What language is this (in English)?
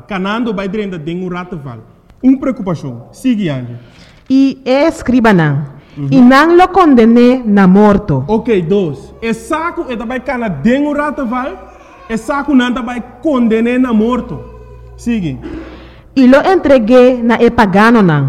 Papiamento